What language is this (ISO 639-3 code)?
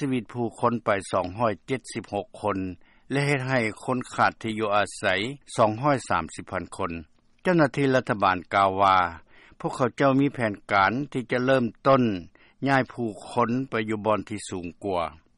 lao